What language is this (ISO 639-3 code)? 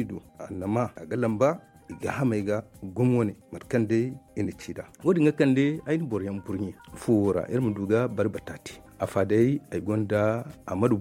dje